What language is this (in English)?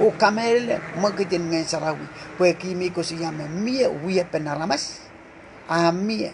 Pohnpeian